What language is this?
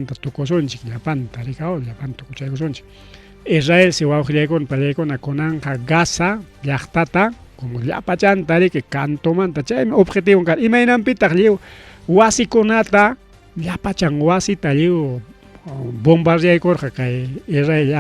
Ayacucho Quechua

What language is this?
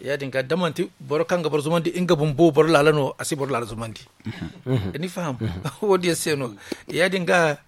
Zarma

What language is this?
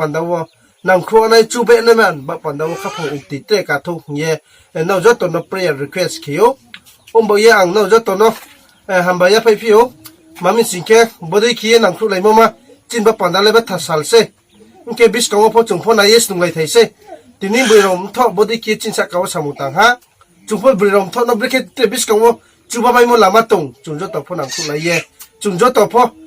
Riang (India)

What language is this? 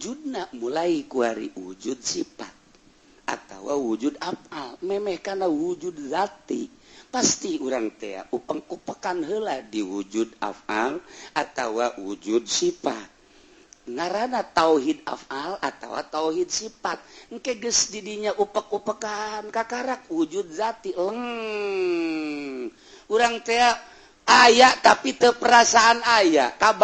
Sundanese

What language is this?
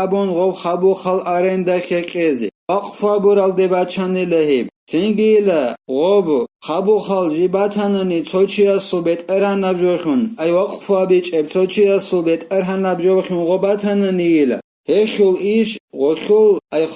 Avaric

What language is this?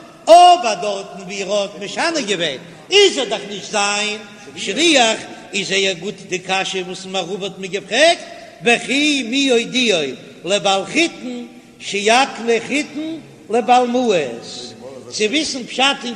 Yiddish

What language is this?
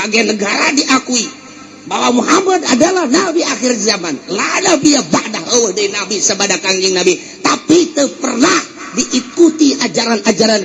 Sundanese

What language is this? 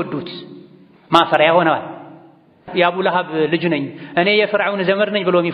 Amharic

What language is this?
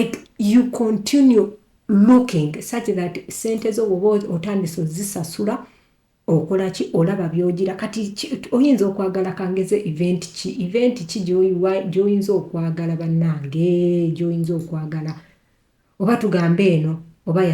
Ganda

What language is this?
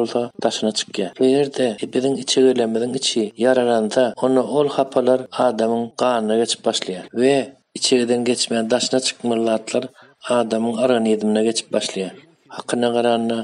Turkmen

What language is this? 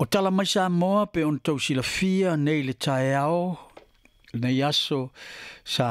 Samoan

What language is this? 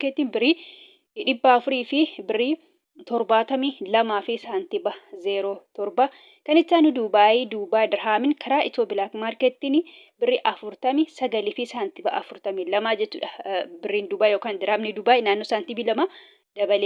Oromo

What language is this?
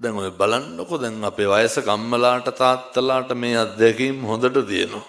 Sinhala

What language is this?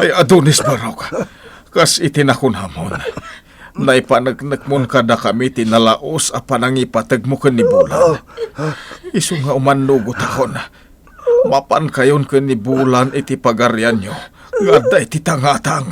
Iloko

